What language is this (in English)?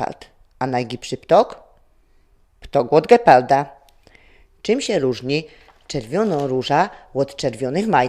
Silesian